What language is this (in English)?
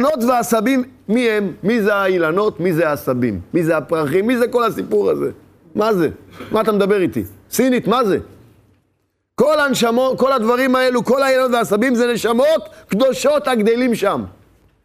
Hebrew